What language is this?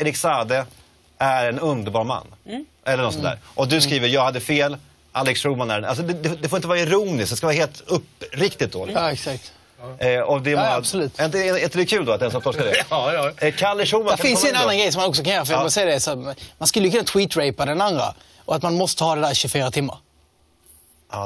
Swedish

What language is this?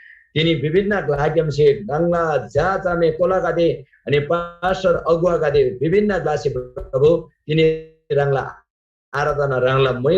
Eastern Tamang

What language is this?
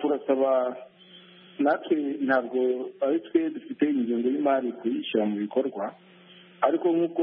Kinyarwanda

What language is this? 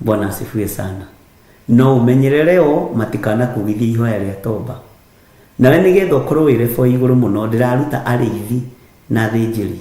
Kikuyu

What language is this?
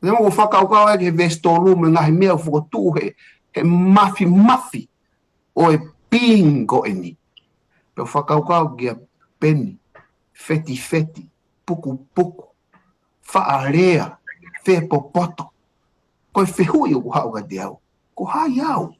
Tongan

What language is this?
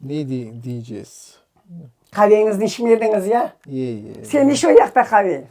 Crimean Tatar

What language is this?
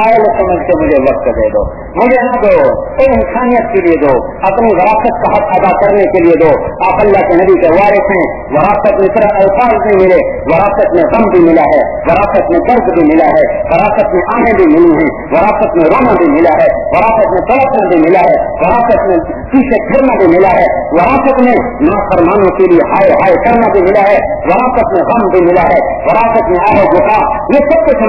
Urdu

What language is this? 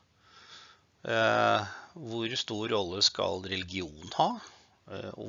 Norwegian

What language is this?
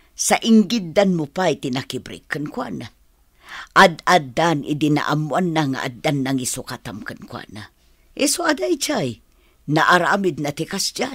Iloko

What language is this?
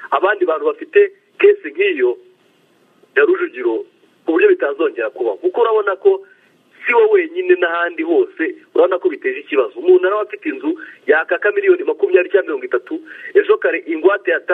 Kinyarwanda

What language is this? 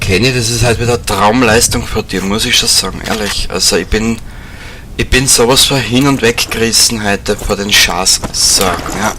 Bavarian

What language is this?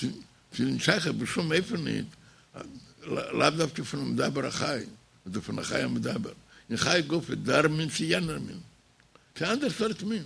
Yiddish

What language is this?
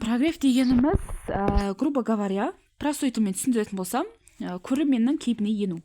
Kazakh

